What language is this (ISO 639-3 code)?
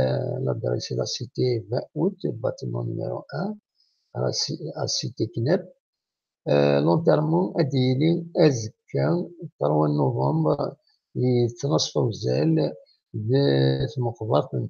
kab